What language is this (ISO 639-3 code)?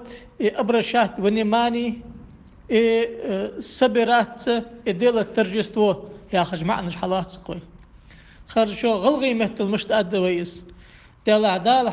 inh